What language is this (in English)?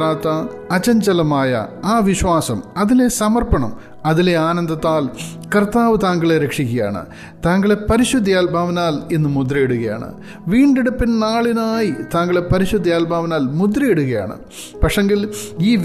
Malayalam